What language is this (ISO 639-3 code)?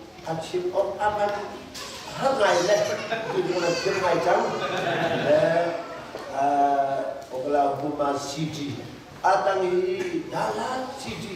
cnh